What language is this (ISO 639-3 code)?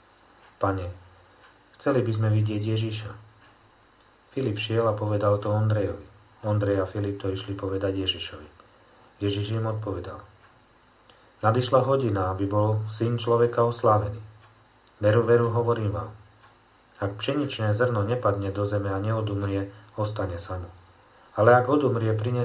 slk